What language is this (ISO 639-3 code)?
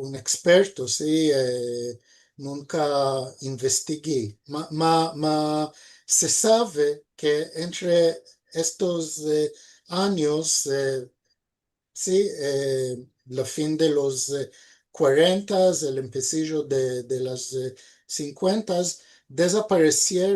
lad